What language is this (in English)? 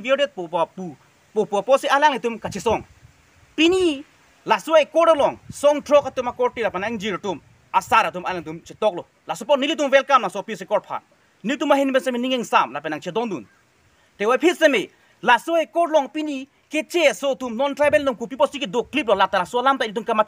Karbi